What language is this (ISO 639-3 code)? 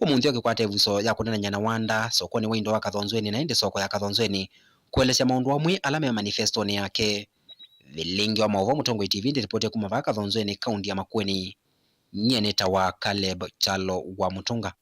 kam